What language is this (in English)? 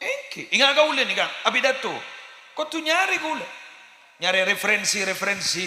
Madurese